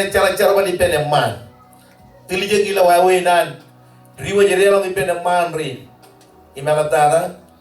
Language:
Marshallese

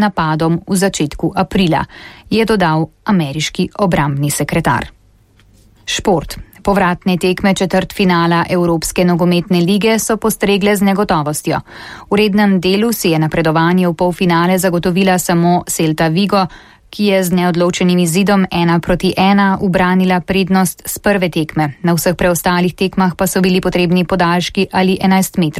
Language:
Slovenian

